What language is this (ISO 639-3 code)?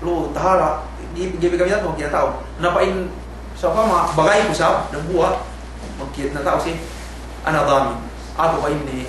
yka